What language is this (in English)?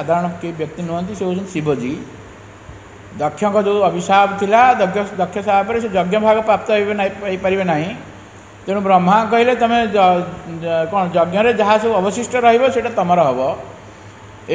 Odia